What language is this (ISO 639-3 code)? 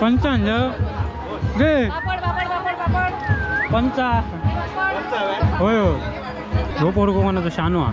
kok